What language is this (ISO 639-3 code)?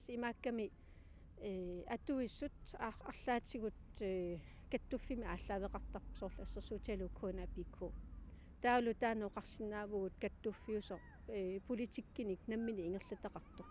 kal